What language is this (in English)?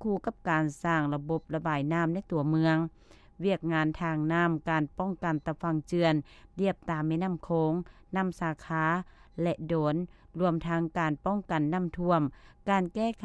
Lao